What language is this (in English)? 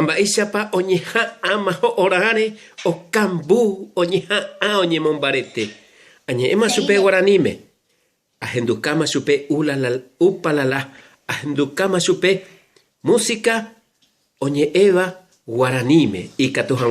Guarani